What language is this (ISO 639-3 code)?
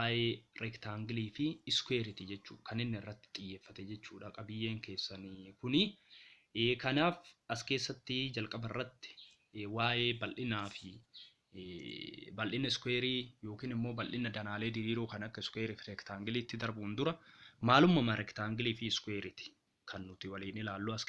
orm